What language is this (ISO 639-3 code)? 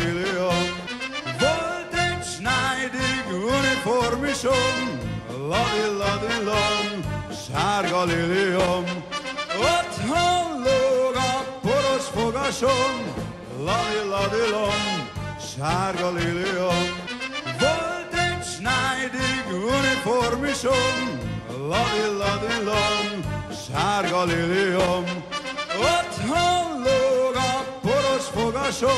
hun